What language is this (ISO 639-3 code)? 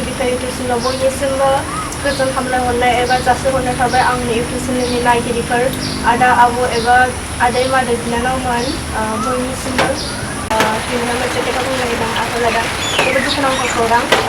brx